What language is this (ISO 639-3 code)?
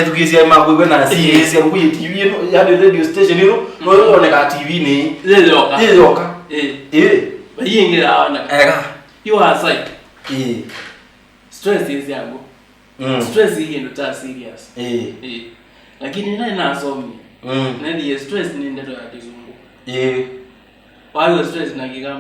kam